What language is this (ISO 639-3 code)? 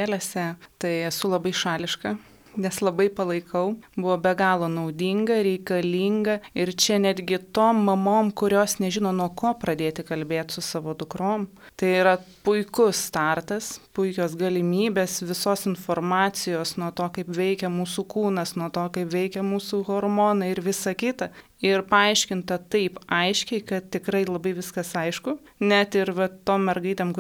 lit